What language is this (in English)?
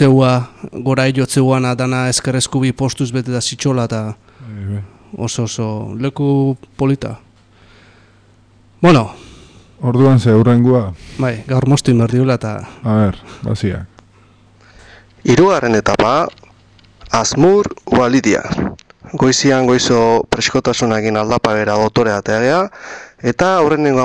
Basque